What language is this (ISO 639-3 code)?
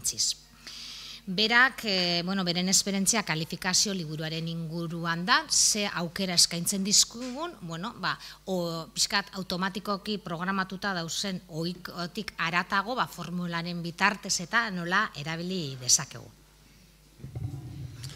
eus